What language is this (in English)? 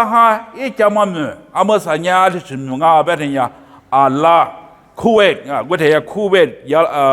Lisu